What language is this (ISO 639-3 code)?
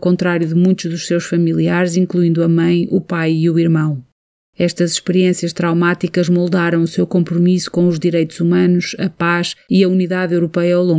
por